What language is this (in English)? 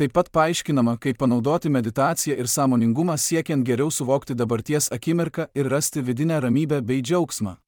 Lithuanian